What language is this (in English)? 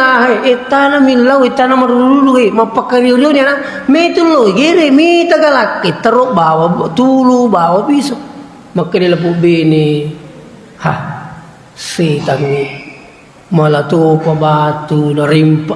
Buginese